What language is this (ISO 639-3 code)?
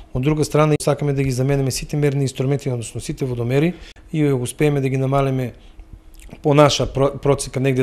mkd